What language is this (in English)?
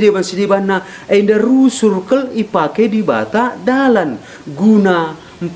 Batak Karo